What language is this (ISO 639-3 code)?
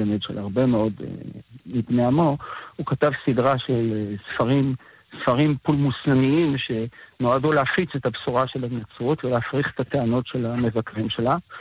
heb